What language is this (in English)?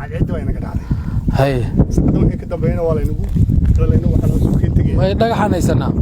Somali